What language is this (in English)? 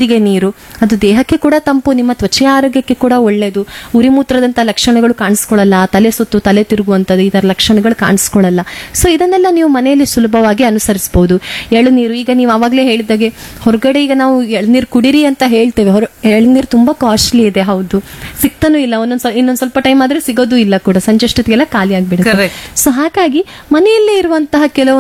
Kannada